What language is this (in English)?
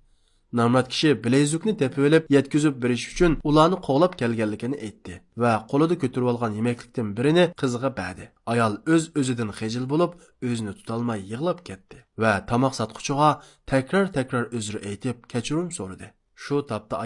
Uyghur